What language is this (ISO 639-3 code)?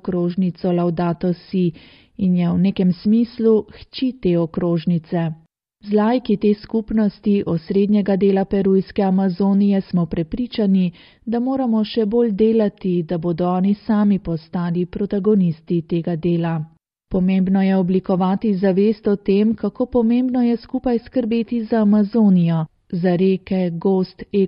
slv